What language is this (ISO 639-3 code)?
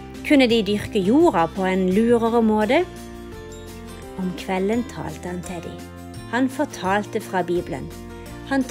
nor